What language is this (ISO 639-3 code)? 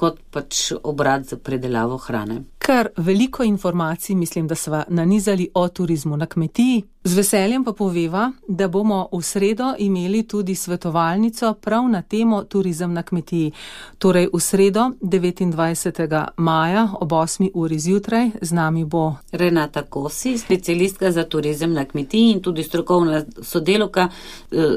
slv